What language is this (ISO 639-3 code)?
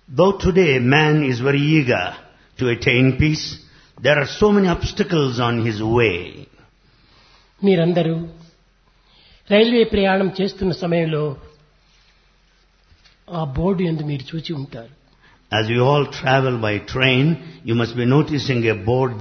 tel